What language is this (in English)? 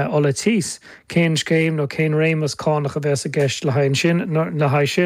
Irish